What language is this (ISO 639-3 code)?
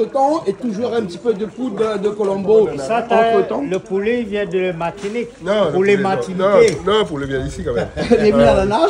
rcf